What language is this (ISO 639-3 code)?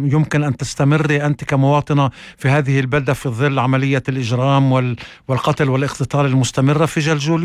apc